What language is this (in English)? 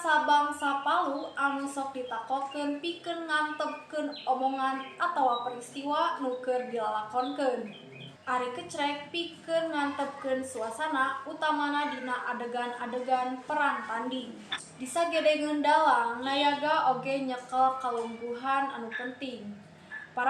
Sundanese